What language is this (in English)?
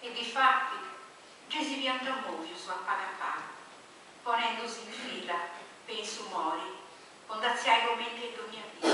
Sardinian